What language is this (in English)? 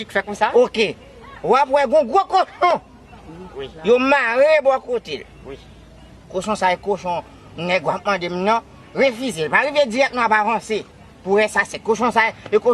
Haitian Creole